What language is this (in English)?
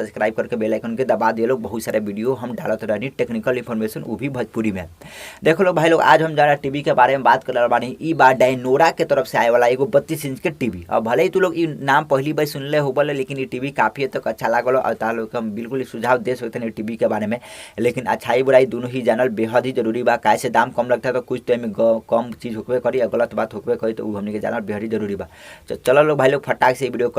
Bhojpuri